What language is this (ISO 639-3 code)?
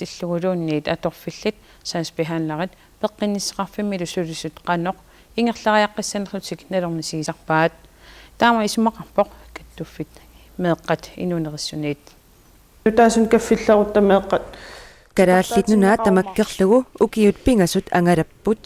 kal